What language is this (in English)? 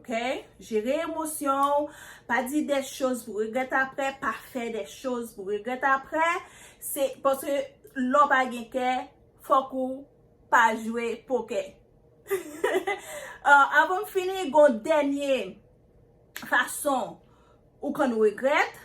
Haitian Creole